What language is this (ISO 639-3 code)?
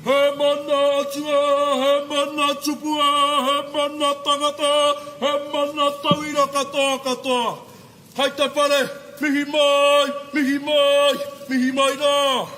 mri